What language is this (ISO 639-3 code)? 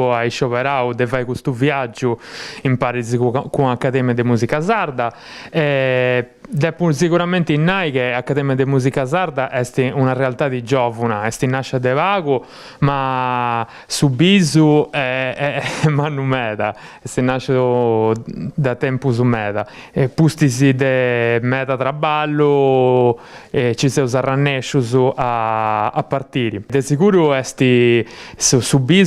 srd